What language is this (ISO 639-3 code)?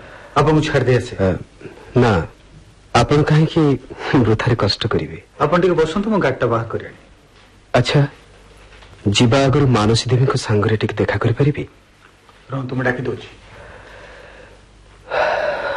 ori